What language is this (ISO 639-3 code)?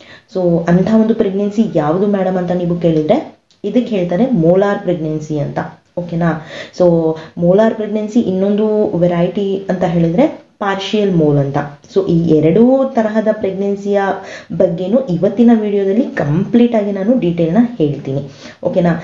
kan